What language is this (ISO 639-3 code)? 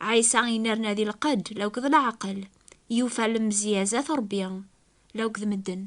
kab